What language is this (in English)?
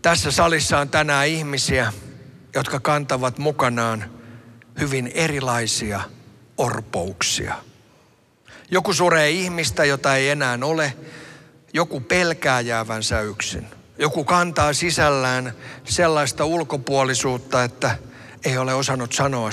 Finnish